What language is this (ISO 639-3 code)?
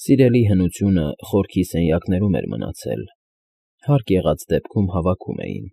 hye